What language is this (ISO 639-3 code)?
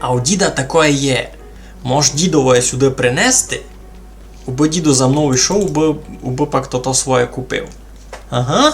rue